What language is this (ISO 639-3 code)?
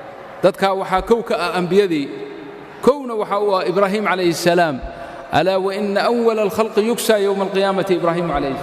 som